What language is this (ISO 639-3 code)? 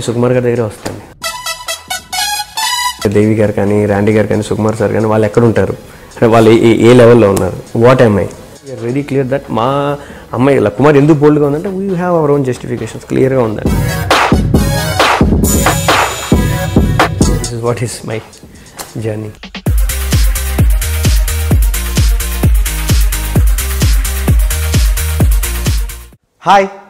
tel